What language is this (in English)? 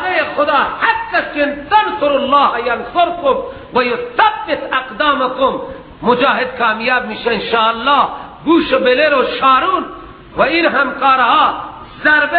Persian